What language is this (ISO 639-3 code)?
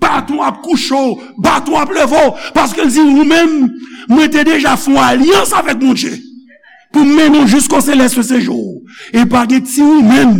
hat